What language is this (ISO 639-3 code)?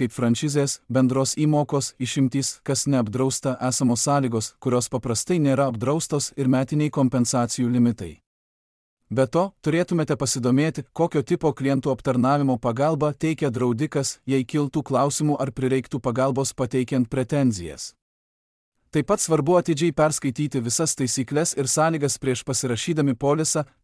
lit